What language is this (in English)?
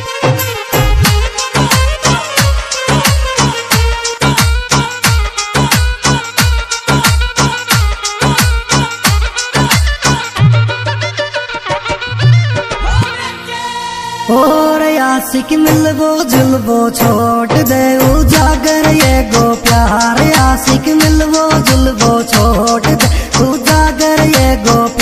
Bhojpuri